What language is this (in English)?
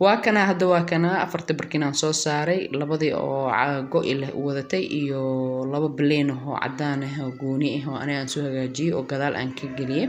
Somali